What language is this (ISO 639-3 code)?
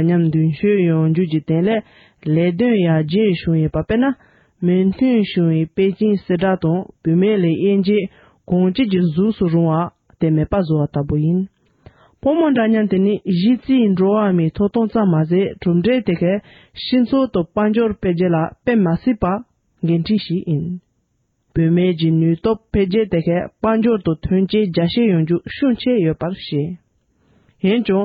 bod